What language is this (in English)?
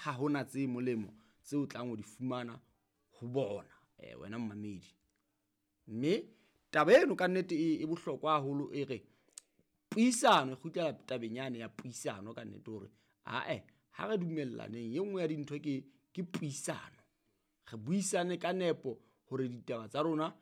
Southern Sotho